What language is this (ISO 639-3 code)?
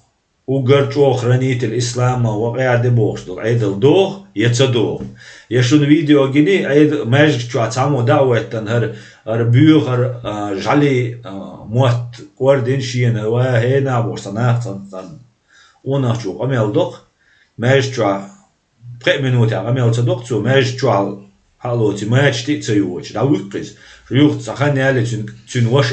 che